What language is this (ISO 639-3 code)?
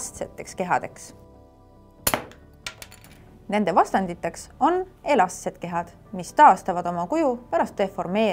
est